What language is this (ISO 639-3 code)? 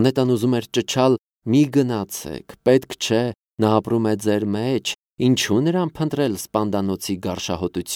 hye